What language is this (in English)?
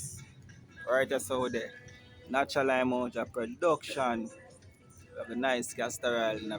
Jamaican Creole English